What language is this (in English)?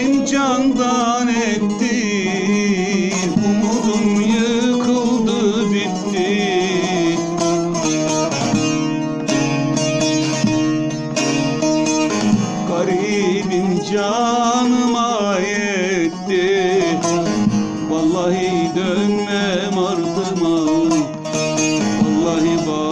Turkish